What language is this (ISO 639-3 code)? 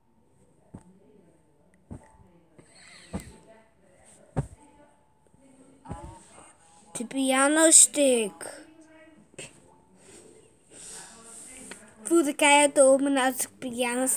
nld